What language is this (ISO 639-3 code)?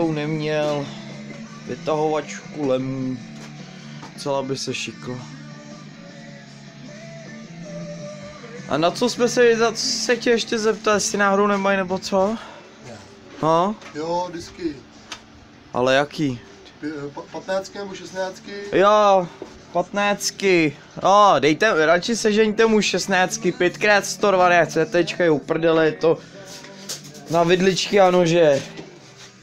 ces